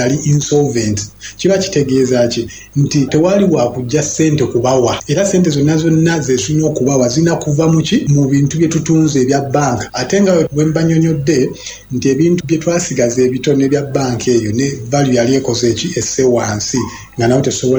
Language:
Ganda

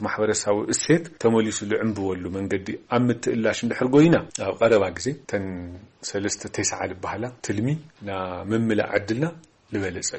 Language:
Tigrinya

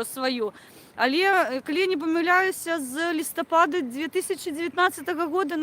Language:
Belarusian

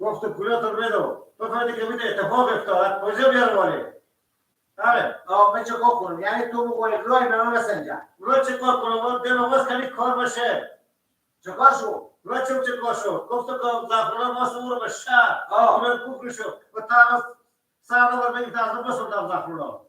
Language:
Persian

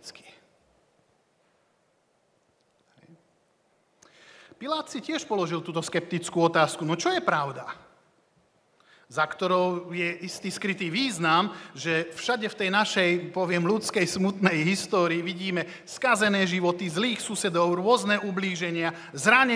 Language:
Slovak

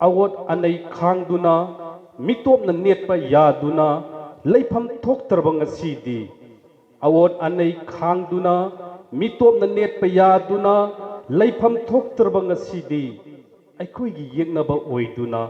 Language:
Manipuri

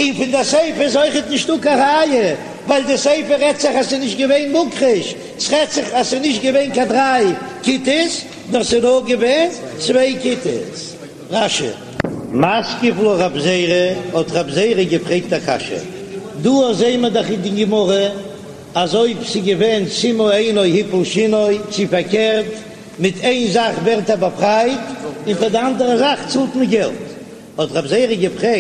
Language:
Yiddish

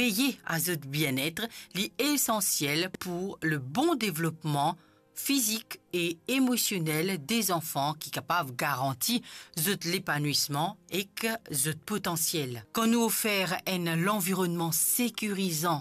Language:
Morisyen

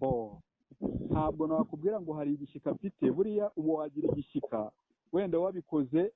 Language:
Kinyarwanda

